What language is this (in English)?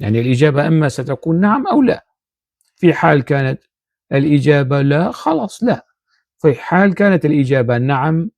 North Levantine Arabic